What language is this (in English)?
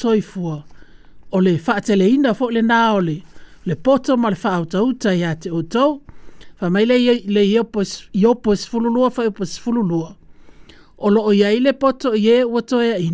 Samoan